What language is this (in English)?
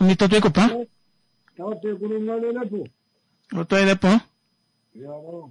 Kuanyama